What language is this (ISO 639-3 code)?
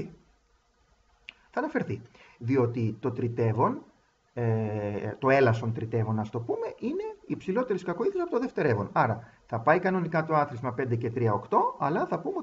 ell